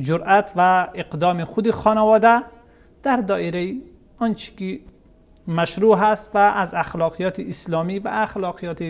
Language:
Persian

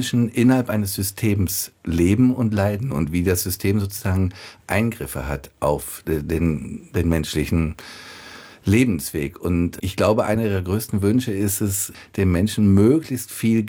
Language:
German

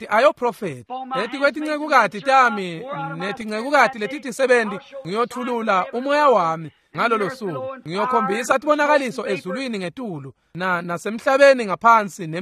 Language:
Swati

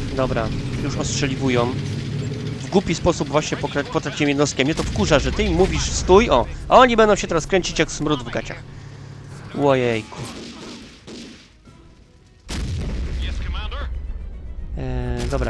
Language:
Polish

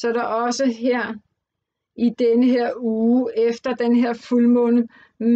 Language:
Danish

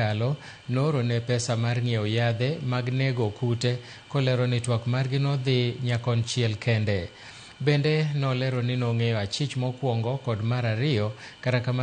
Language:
Luo (Kenya and Tanzania)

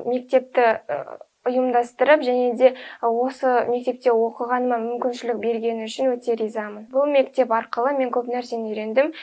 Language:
Kazakh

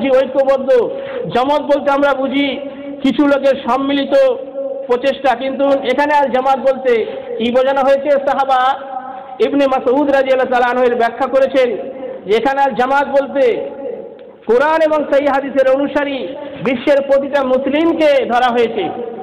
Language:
Bangla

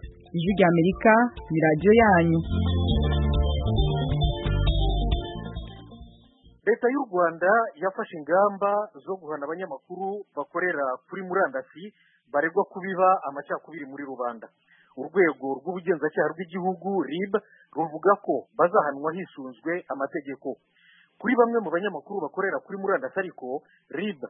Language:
Kinyarwanda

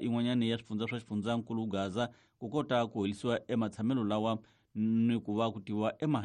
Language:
Tsonga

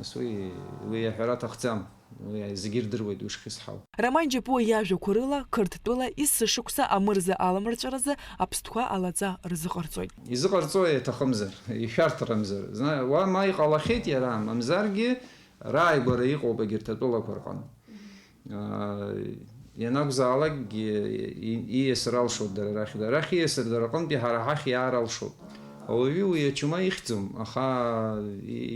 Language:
Abkhazian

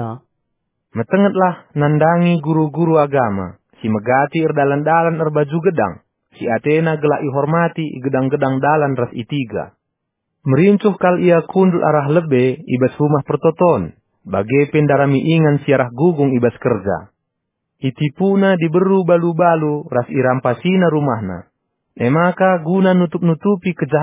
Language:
Batak Karo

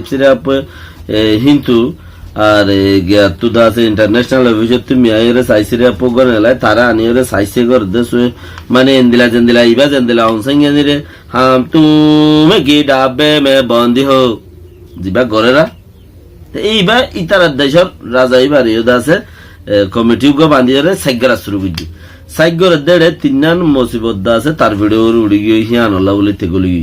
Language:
Rohingya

